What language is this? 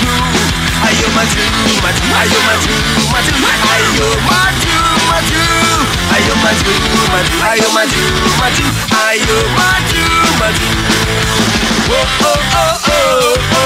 Indonesian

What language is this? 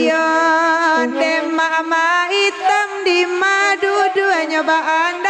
Minangkabau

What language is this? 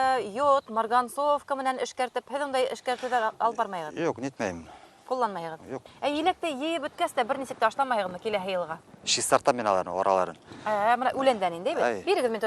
Bashkir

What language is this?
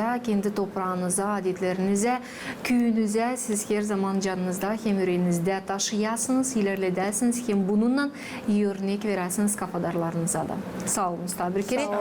Gagauz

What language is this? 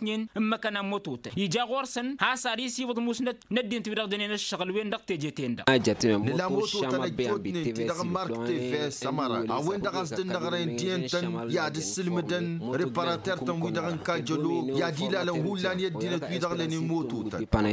Tamasheq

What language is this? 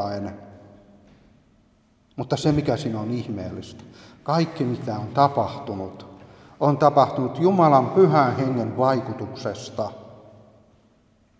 Finnish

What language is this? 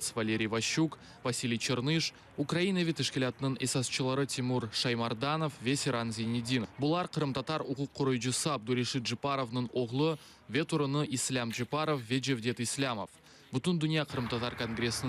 Crimean Tatar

